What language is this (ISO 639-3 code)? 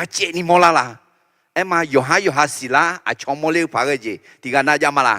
ahk